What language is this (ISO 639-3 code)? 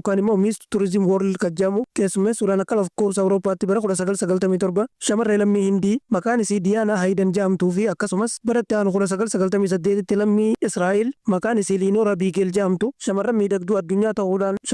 orm